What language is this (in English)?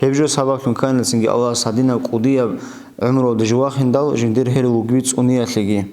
Avaric